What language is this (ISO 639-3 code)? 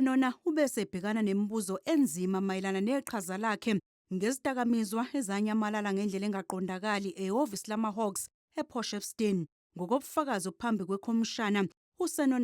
zul